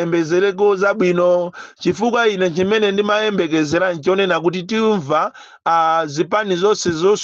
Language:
Nyanja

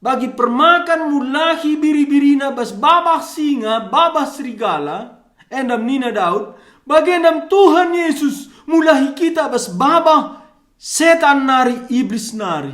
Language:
Batak Karo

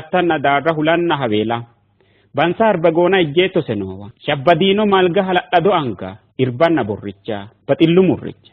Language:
Sidamo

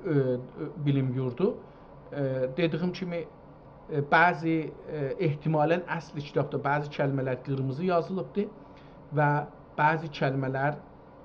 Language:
South Azerbaijani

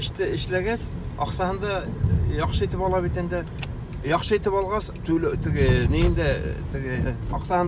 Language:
Bashkir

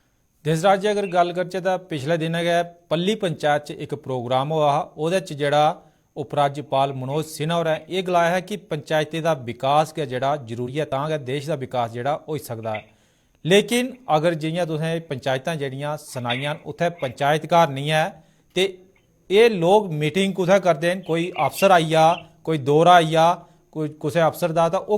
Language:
Dogri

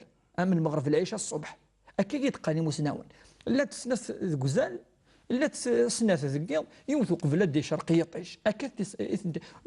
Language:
Kabyle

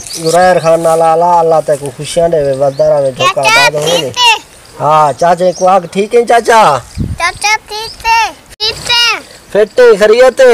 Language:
Saraiki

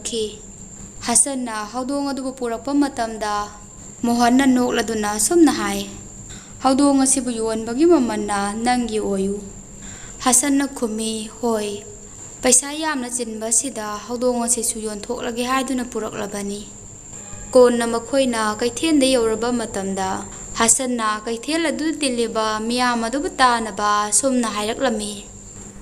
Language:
Manipuri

